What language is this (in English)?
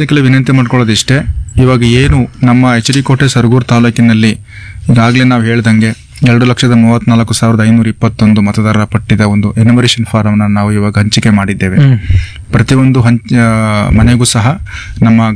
Kannada